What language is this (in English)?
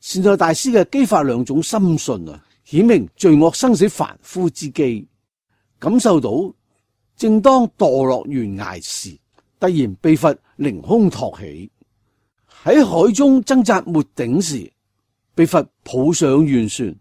Cantonese